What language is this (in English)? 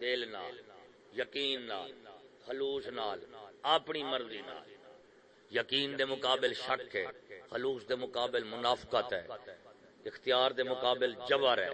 Saraiki